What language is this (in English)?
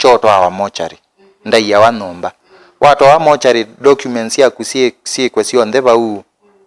Kamba